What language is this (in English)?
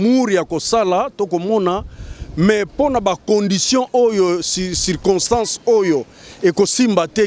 Lingala